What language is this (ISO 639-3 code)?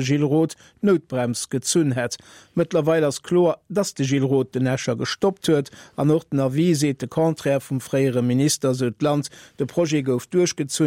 ltz